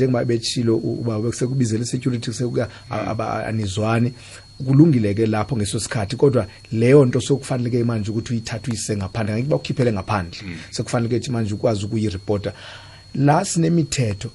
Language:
South Ndebele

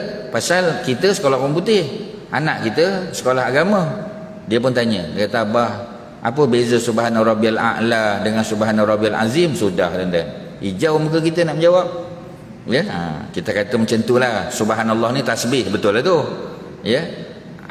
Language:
Malay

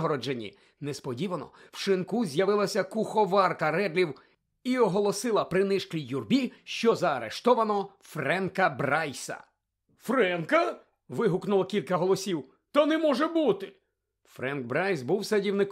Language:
Ukrainian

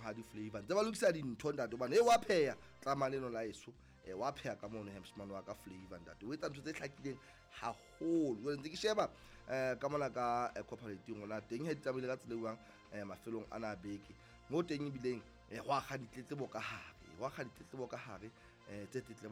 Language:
Southern Sotho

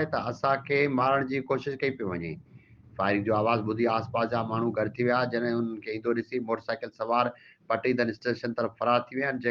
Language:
Sindhi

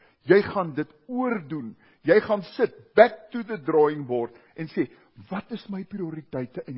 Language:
Afrikaans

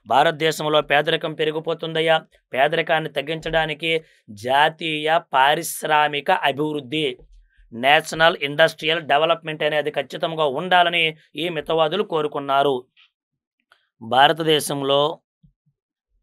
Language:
Telugu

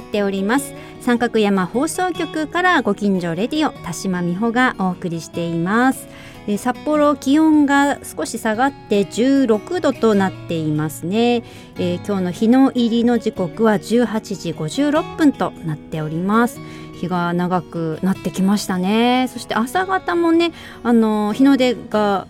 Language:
Japanese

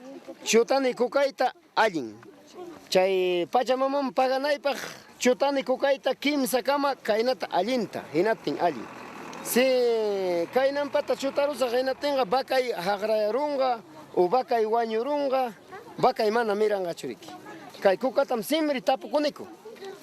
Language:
Ayacucho Quechua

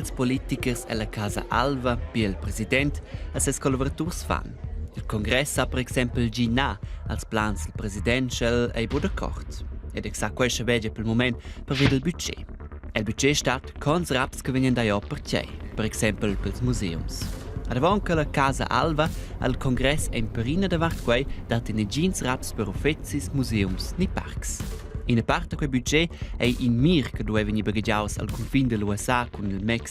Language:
Romansh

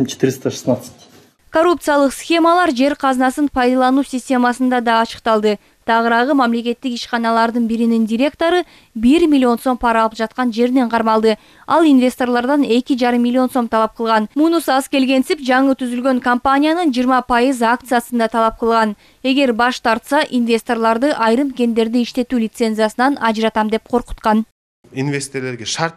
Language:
Kyrgyz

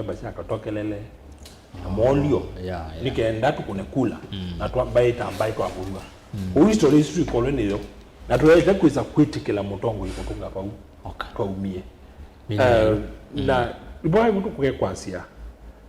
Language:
Kamba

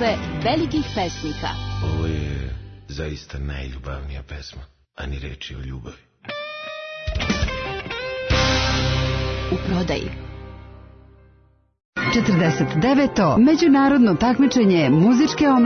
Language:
Serbian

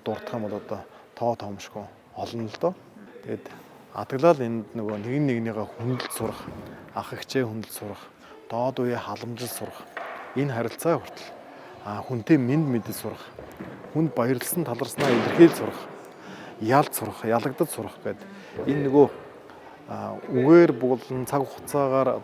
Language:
Mongolian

